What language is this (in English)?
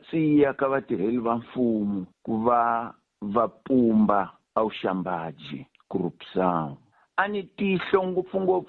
Tsonga